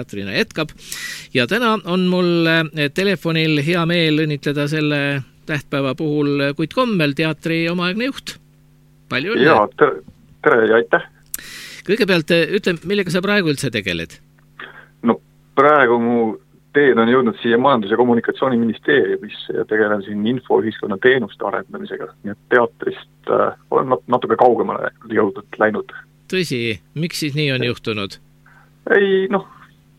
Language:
Estonian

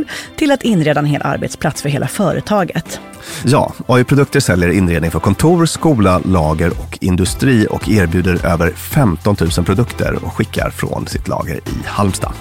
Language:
Swedish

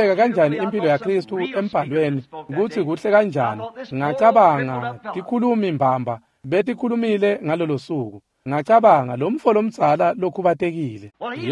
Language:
Swati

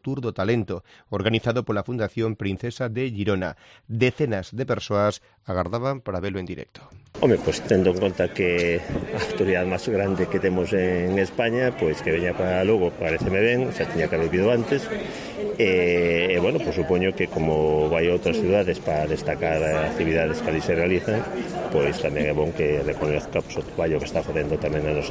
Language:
Galician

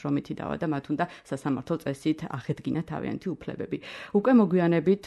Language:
Georgian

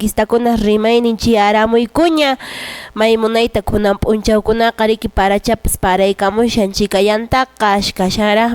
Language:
Quechua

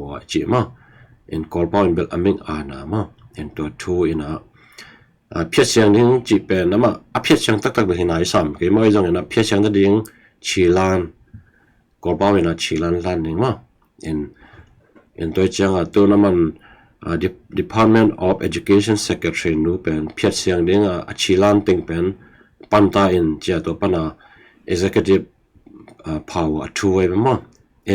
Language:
Tedim Chin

